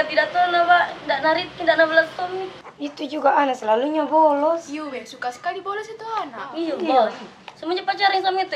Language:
Makassar Malay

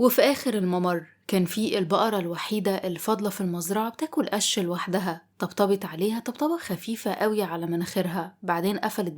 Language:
Egyptian Arabic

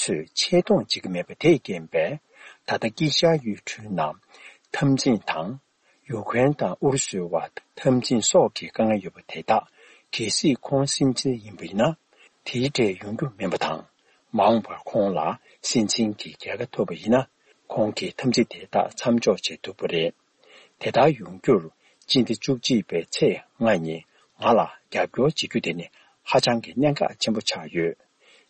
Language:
Tibetan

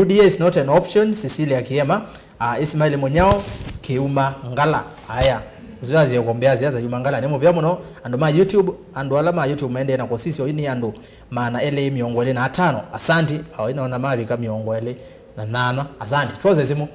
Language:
Kamba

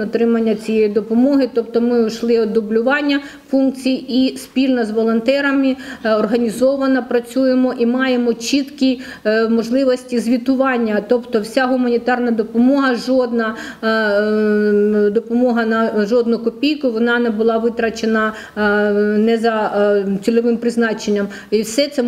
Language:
Ukrainian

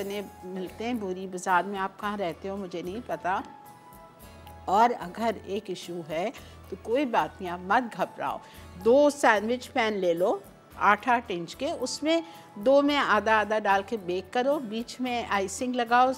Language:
Hindi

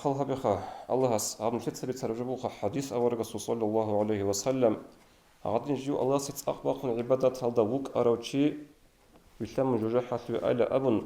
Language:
Avaric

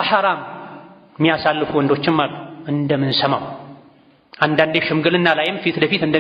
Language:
Amharic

